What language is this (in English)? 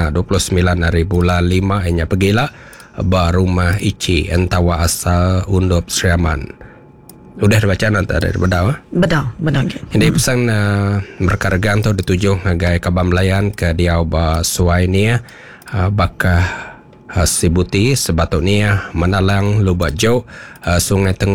Iban